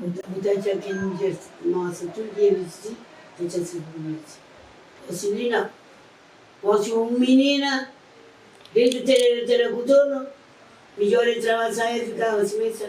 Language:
Kabuverdianu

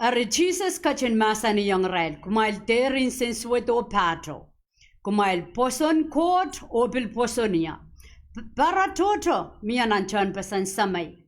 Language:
Pohnpeian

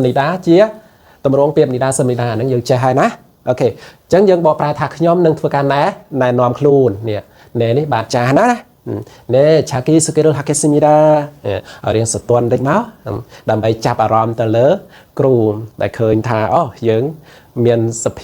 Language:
Khmer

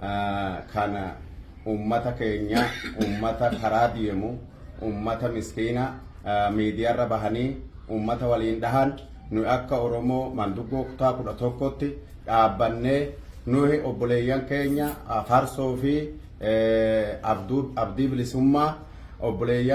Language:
Oromo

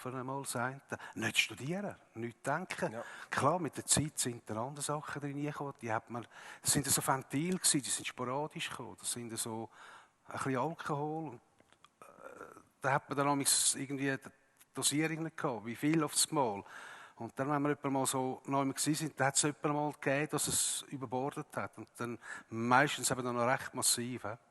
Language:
Swiss German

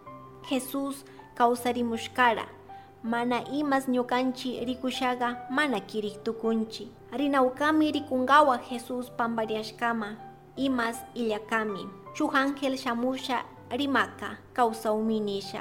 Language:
Chimborazo Highland Quichua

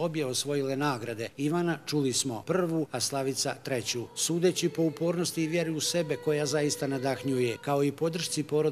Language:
Bosnian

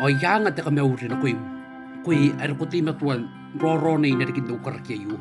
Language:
Gilbertese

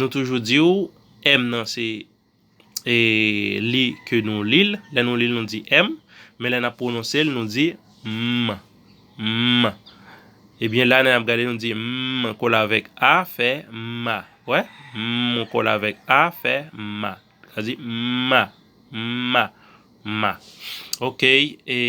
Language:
Haitian Creole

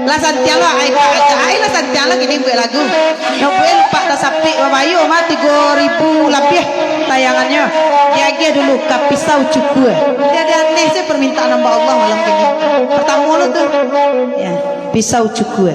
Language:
Minangkabau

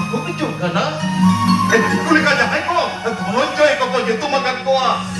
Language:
Santali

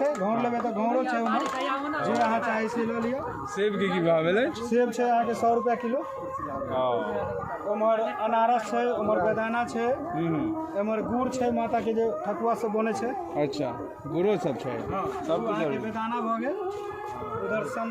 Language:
Maithili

